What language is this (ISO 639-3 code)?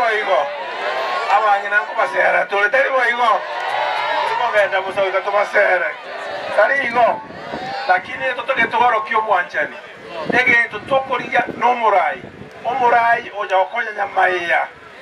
guz